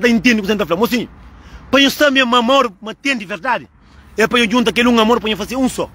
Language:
Kabuverdianu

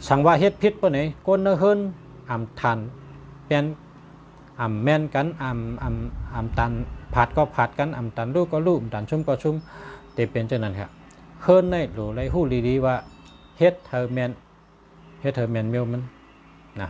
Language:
Shan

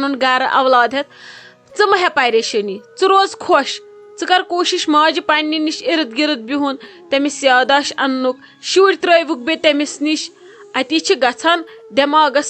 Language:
Kashmiri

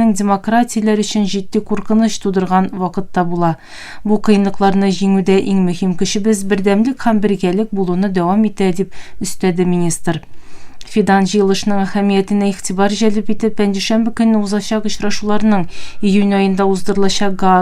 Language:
Tatar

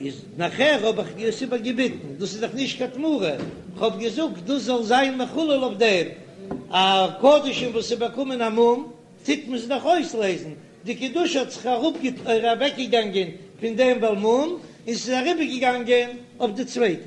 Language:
Yiddish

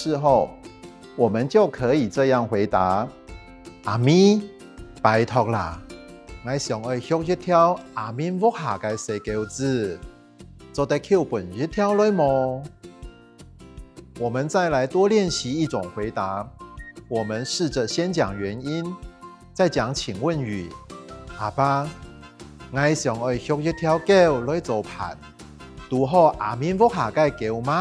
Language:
Hakka Chinese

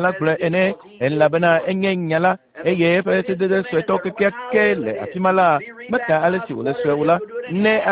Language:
Ewe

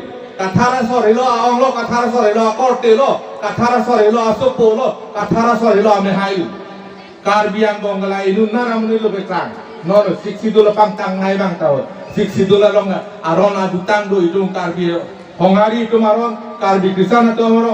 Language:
Karbi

